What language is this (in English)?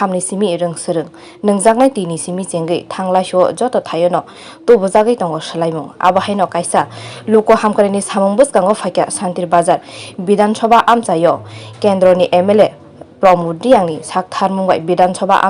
Kok Borok